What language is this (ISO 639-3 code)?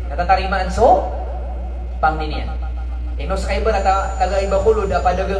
mrw